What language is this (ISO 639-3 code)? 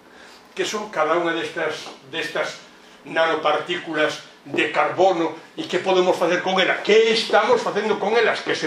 glg